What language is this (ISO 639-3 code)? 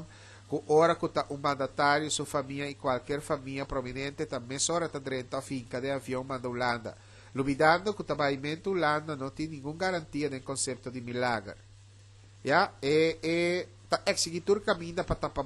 pap